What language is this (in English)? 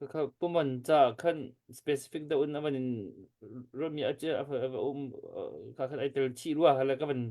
Hakha Chin